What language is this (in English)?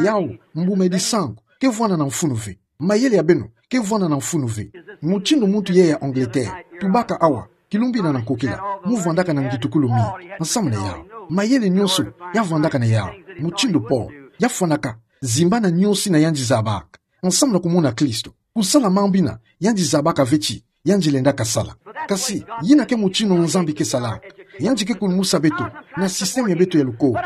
Kituba (Democratic Republic of Congo)